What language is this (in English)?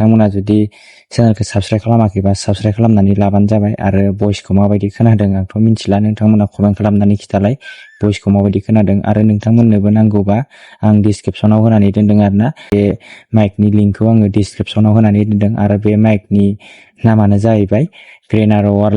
Bodo